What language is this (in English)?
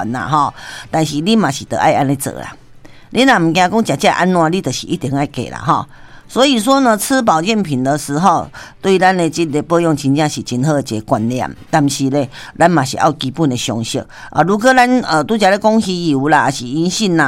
Min Nan Chinese